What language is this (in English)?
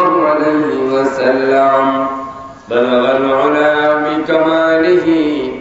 Bangla